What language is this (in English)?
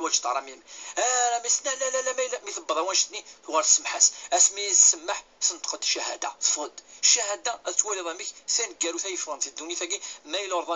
Kabyle